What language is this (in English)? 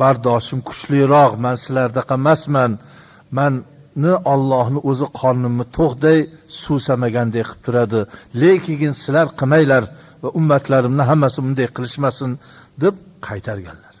Uzbek